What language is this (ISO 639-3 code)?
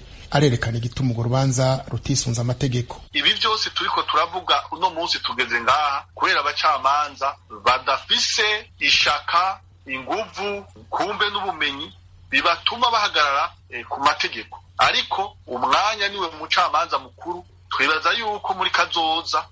run